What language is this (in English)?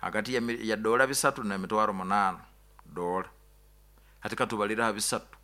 Nyoro